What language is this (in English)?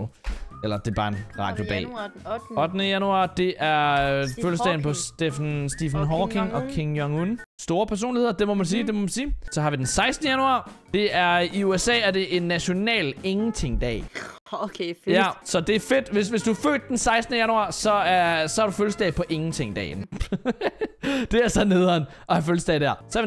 Danish